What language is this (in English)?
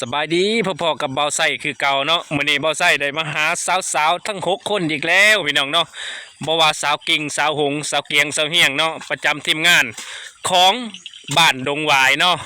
Lao